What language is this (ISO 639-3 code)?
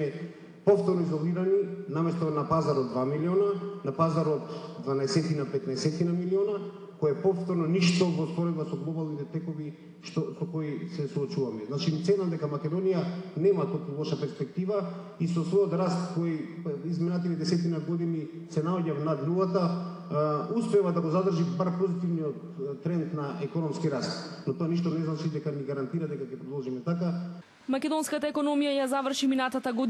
mkd